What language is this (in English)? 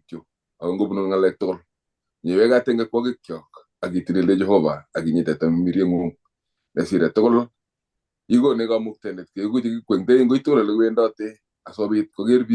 Kalenjin